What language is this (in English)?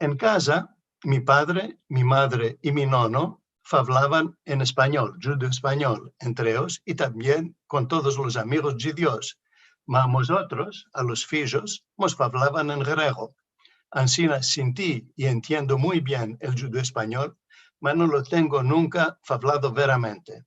Ladino